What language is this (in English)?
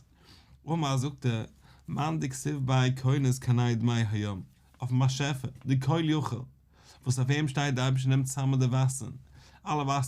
Yiddish